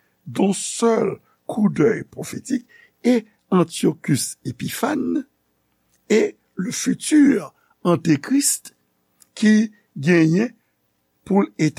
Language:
Haitian Creole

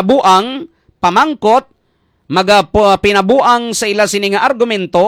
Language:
Hiligaynon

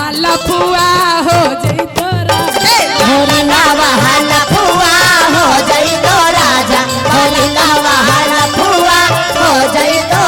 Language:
Magahi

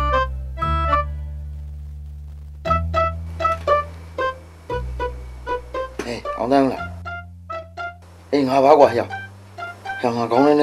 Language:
Burmese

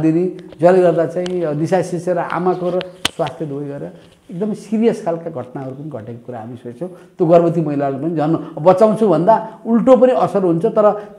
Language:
Nepali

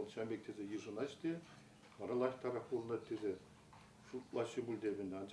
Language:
Chuvash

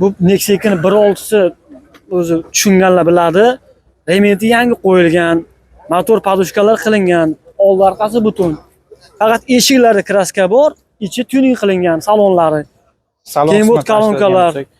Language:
Uzbek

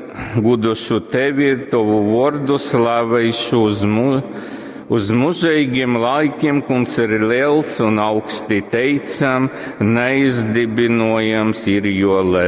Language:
Latgalian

